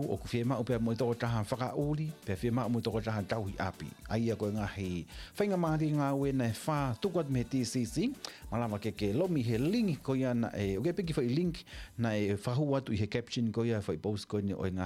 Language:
Tongan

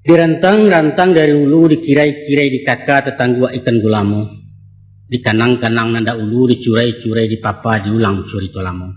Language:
Minangkabau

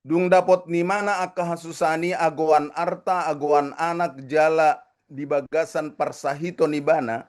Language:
Batak Toba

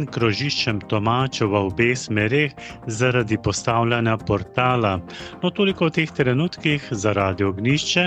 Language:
Slovenian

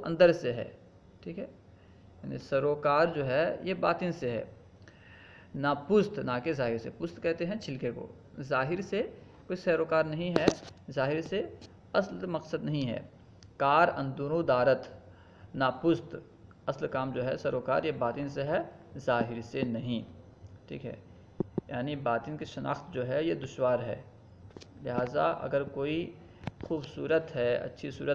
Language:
Urdu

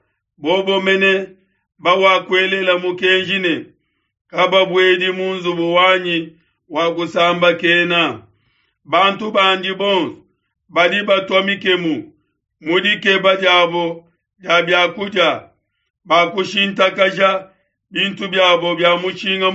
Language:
Luba-Lulua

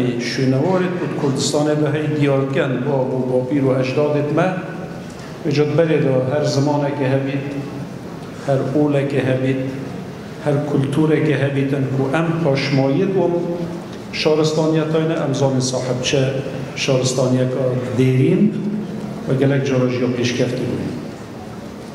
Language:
Kurdish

